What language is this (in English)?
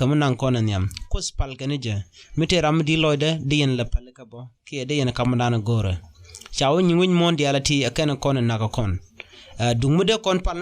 Nuer